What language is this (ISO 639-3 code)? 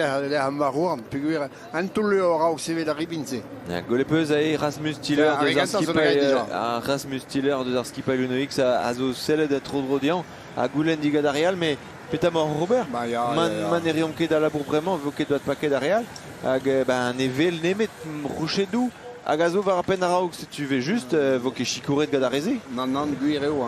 bre